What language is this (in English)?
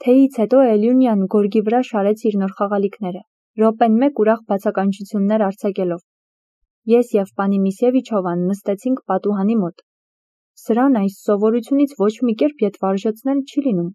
Armenian